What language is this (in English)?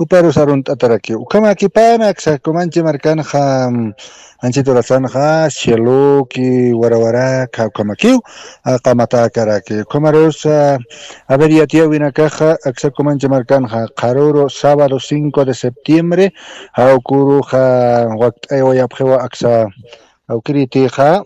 Aymara